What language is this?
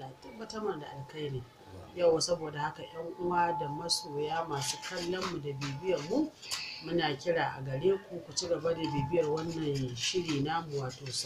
Hausa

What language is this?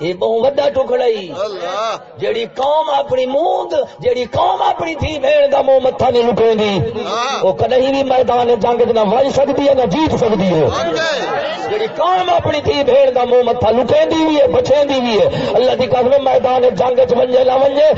Saraiki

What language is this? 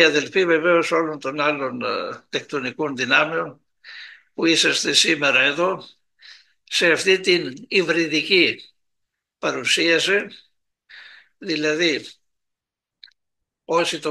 Greek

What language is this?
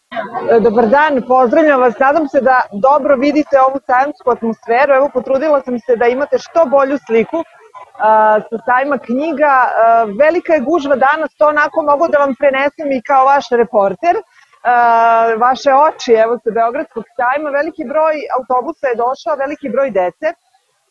Serbian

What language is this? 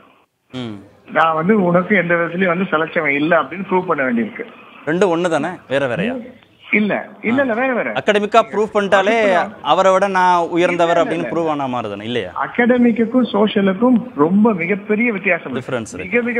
Tamil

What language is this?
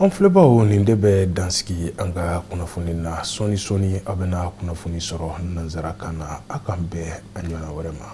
Bambara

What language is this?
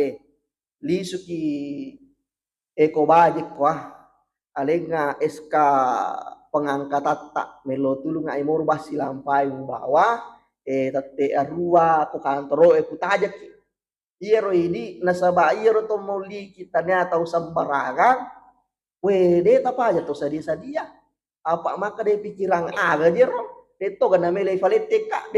Buginese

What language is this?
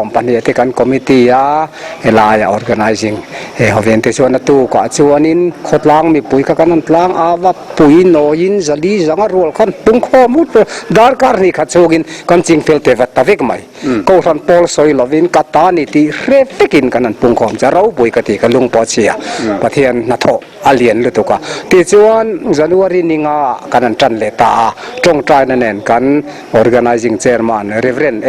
Mizo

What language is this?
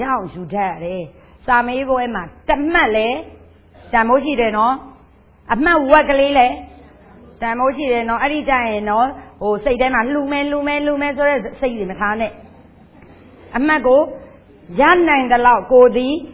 Burmese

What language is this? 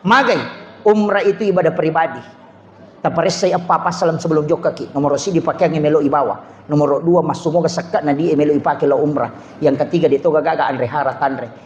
Buginese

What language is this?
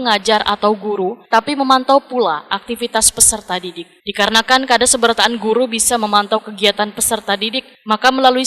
Banjar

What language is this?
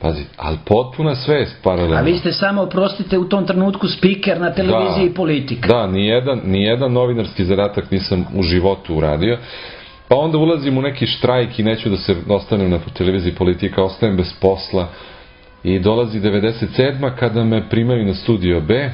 Serbian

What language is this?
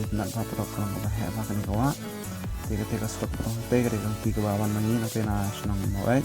Khasi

